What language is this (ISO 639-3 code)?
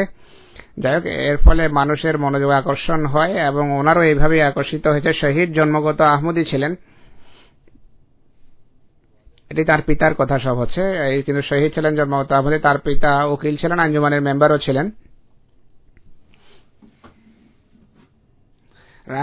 ben